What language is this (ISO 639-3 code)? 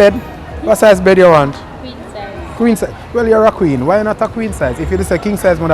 jam